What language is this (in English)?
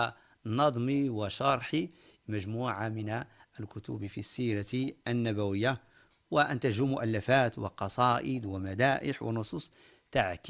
Arabic